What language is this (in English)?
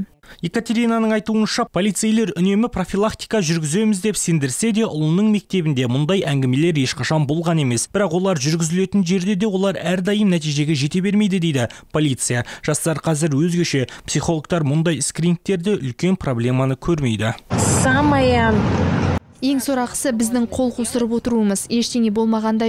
Kazakh